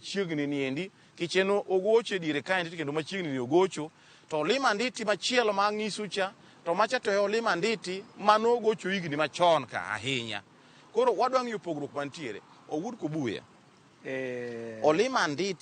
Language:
Luo (Kenya and Tanzania)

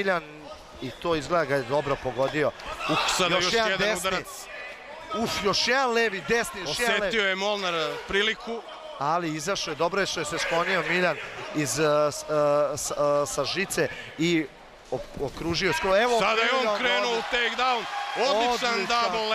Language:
Serbian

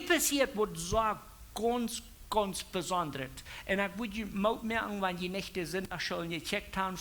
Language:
Plautdietsch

